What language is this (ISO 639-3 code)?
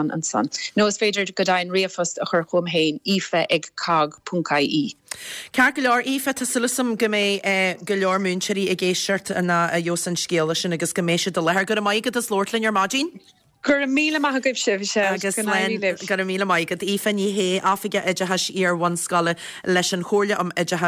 gle